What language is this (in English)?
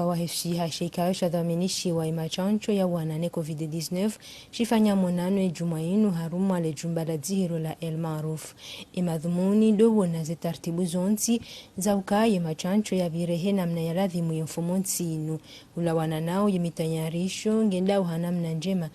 Ngazidja Comorian